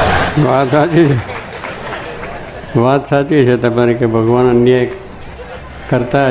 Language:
Gujarati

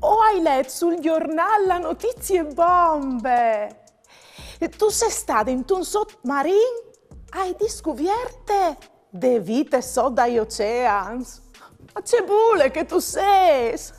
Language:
Friulian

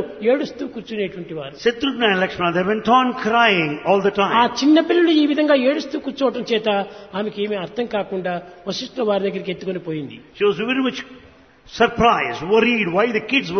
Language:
Telugu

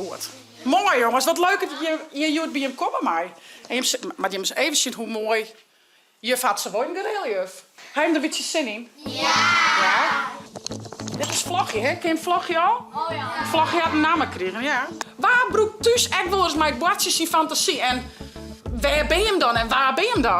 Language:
Western Frisian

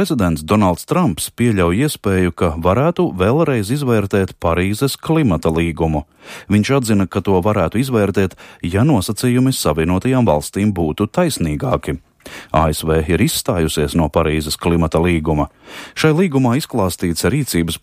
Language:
Latvian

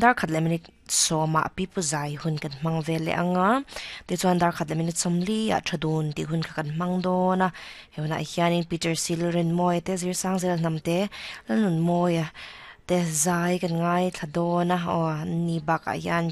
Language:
Mizo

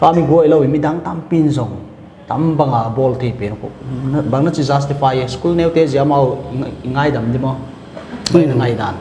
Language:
Paite Chin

